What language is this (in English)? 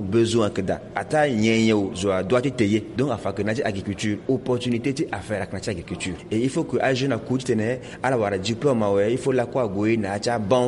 Sango